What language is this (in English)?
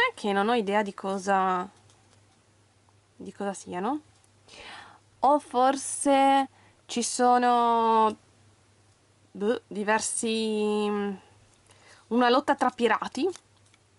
Italian